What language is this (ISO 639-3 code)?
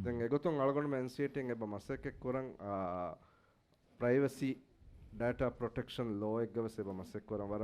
div